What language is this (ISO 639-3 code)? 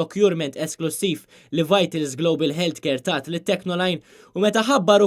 mlt